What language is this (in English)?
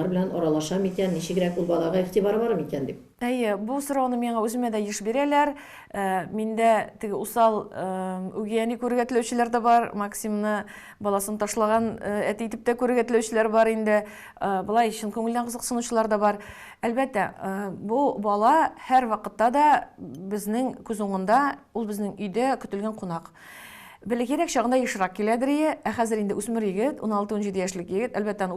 Tatar